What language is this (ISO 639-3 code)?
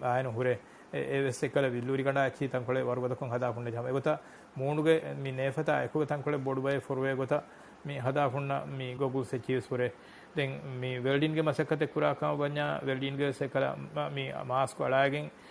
div